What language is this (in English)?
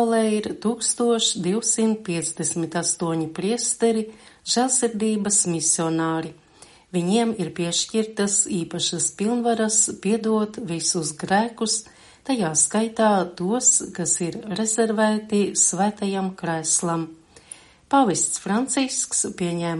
Latvian